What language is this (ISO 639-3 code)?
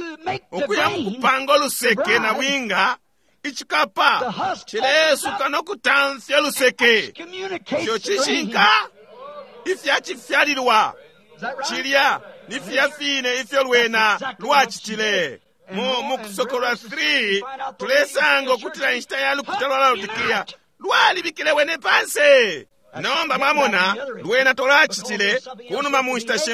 bem